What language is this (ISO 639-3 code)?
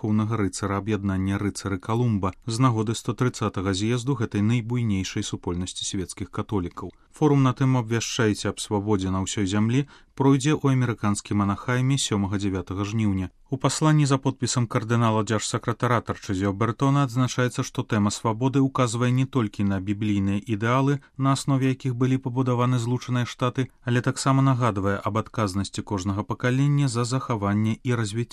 bel